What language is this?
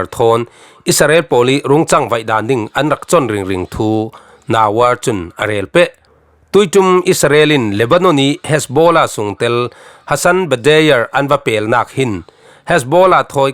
Falam Chin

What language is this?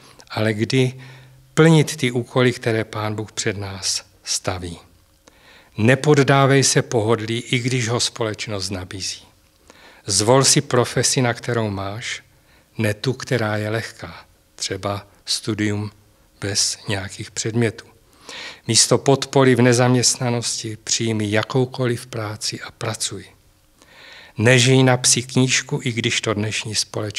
Czech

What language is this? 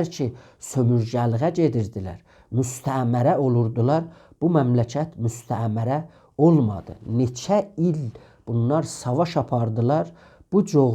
South Azerbaijani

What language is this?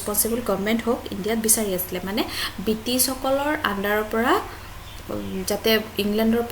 Assamese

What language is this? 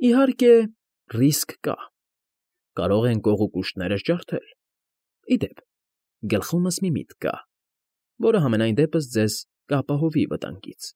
Armenian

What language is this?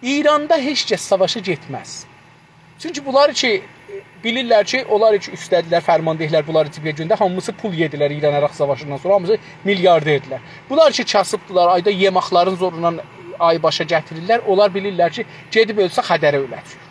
South Azerbaijani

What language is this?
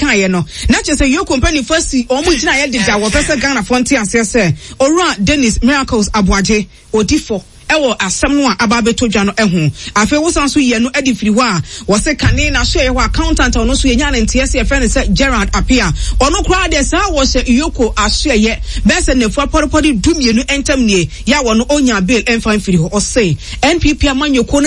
Akan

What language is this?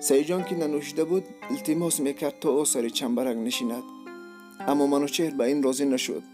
Tajik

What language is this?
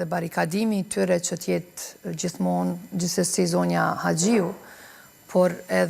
Albanian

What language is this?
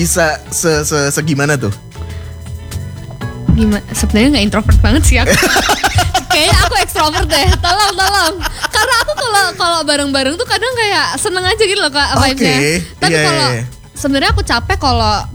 Indonesian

